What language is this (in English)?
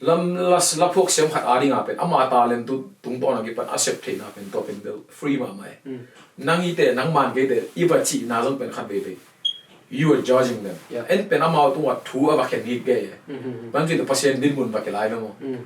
Tedim Chin